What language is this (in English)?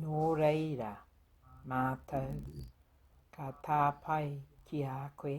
Māori